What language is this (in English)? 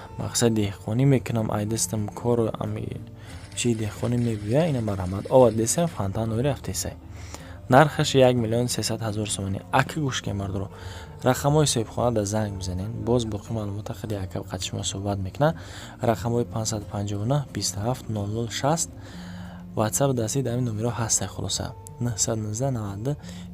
Tajik